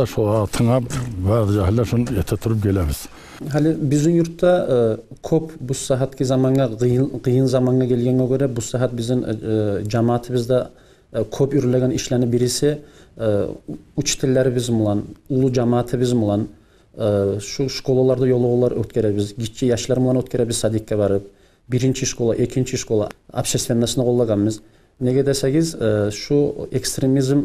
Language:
Kumyk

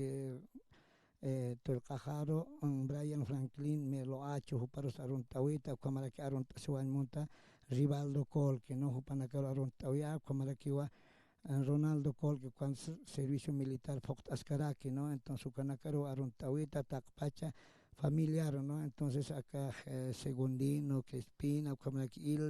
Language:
Aymara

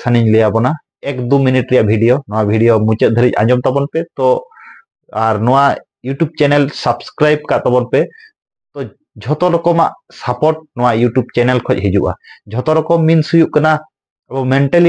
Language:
Santali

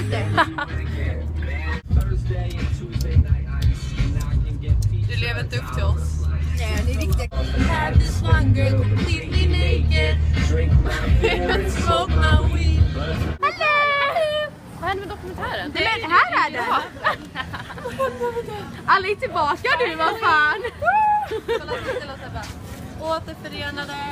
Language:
Swedish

